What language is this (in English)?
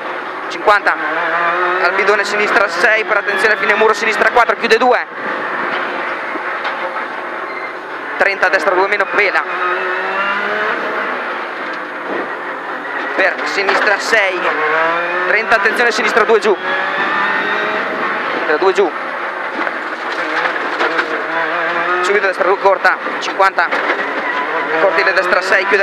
Italian